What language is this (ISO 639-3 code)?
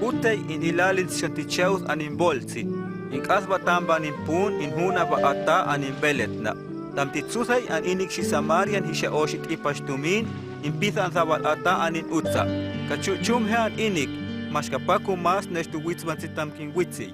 hus